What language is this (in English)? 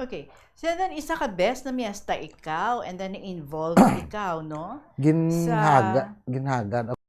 Hiligaynon